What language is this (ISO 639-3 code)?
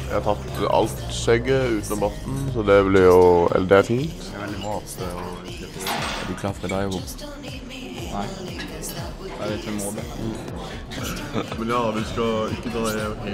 nor